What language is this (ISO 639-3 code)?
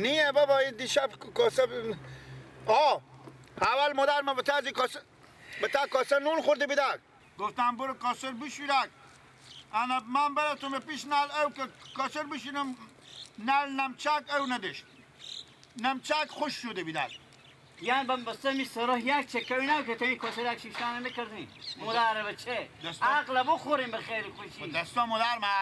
fas